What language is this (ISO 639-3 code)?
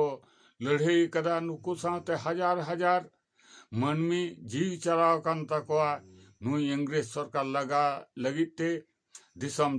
sat